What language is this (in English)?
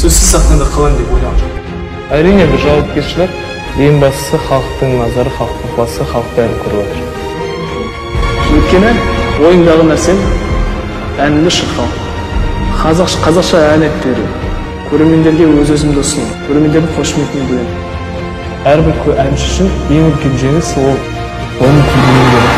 Kazakh